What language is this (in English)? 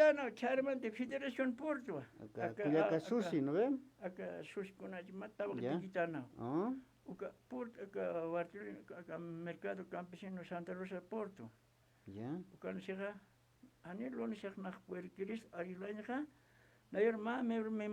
Aymara